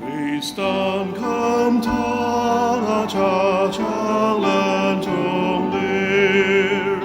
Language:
Ao Naga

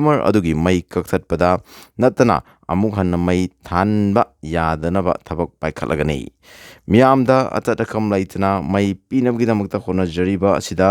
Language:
Manipuri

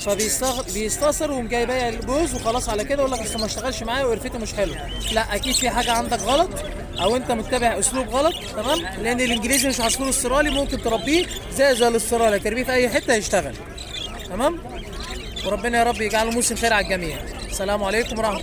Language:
Egyptian Arabic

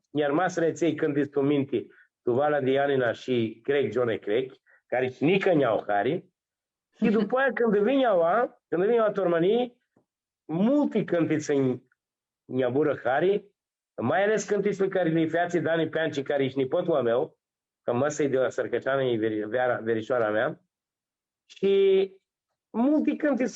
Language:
Aromanian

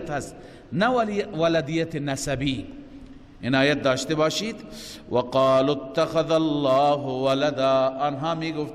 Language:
Persian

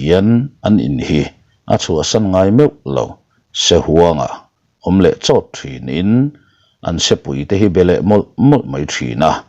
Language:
Mizo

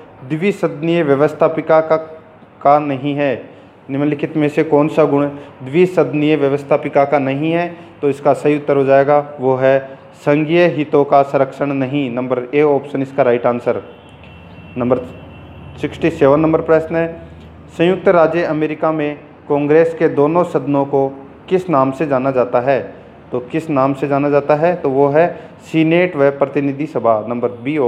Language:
Hindi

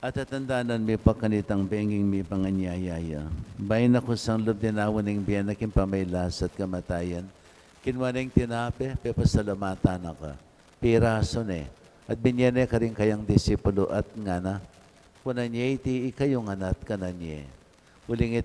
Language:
Pampanga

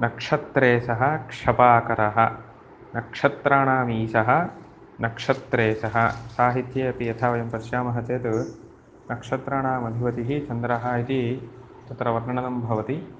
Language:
Sanskrit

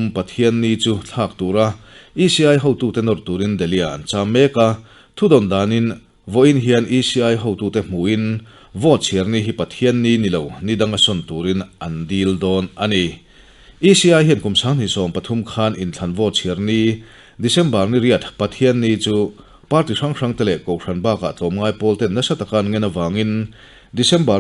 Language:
Mizo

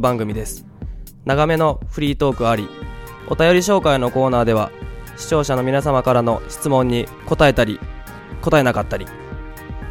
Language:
Japanese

